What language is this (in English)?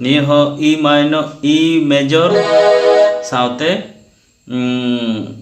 Santali